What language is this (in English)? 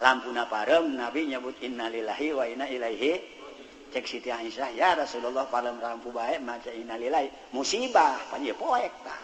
Sundanese